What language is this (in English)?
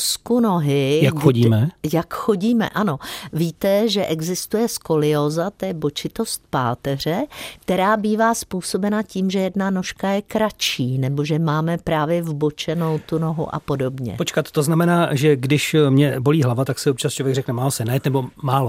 Czech